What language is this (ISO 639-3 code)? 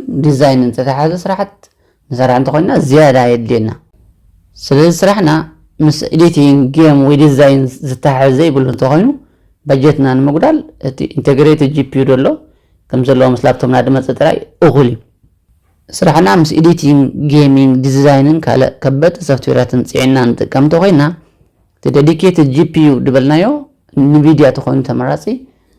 tir